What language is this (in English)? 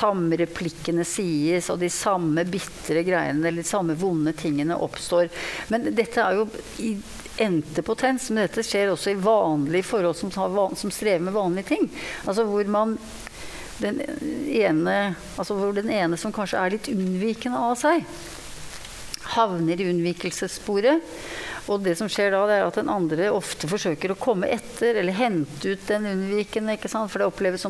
Norwegian